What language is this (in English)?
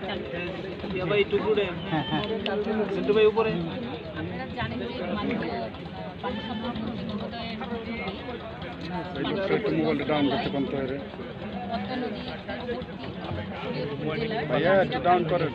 Bangla